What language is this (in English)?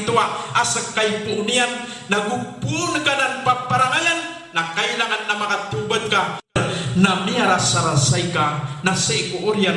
Maranao